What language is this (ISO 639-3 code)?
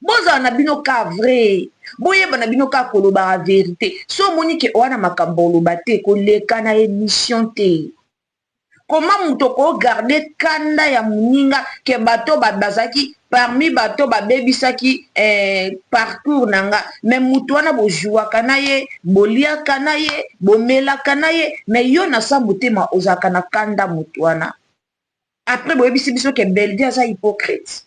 lin